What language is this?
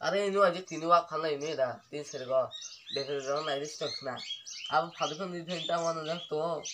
Kok Borok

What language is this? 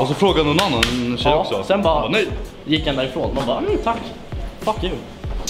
Swedish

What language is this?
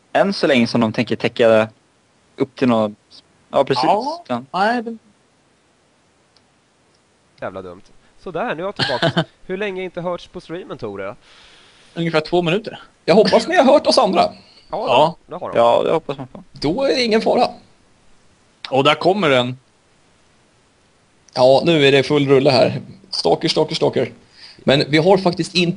Swedish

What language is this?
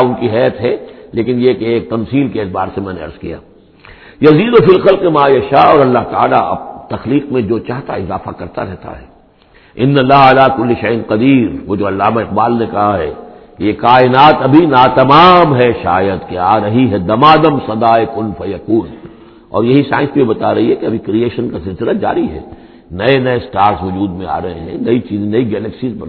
Urdu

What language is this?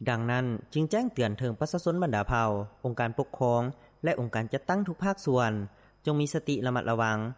Lao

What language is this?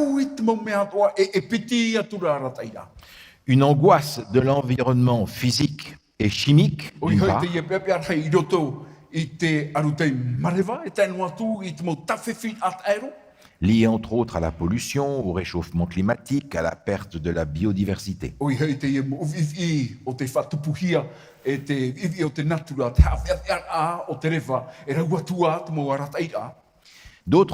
Tahitian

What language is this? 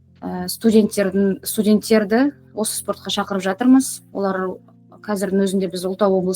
Kazakh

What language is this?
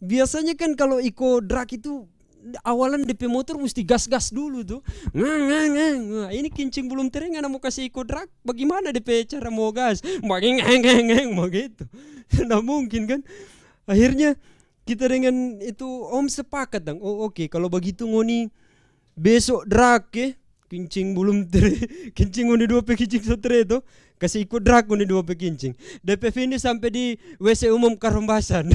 Manado Malay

